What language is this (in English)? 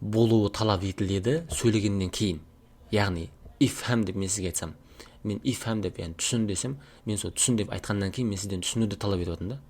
Kazakh